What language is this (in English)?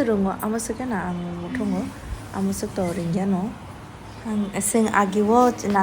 Kok Borok